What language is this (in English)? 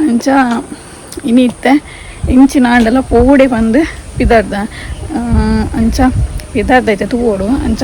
Tulu